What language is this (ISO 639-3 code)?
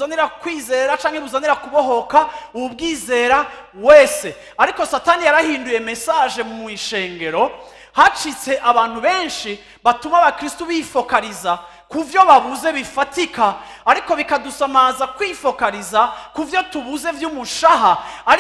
run